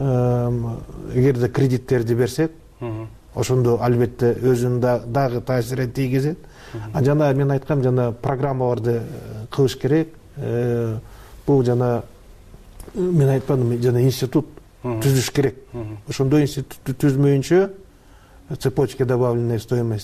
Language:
Kyrgyz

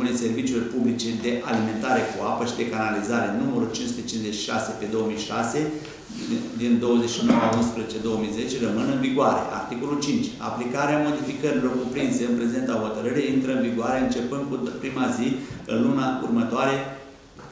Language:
Romanian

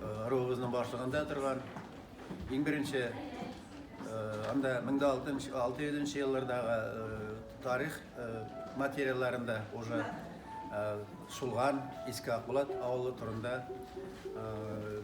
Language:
Bashkir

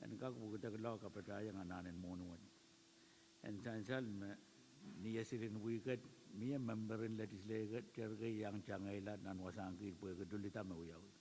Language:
Pohnpeian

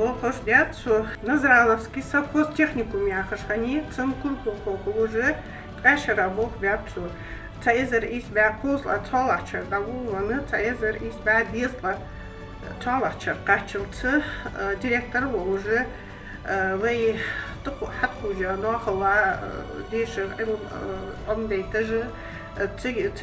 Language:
Ingush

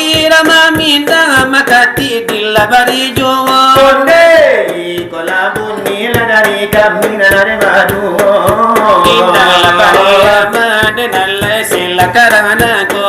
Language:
Minangkabau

